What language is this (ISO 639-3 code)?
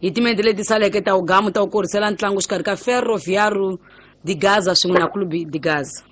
tso